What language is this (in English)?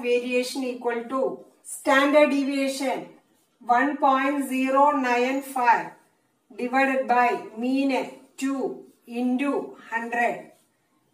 Malayalam